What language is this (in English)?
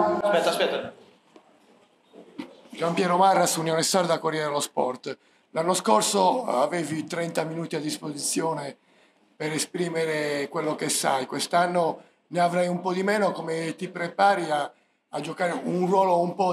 Italian